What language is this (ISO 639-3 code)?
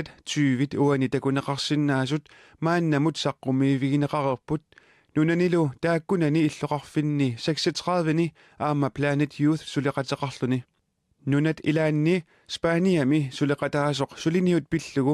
kal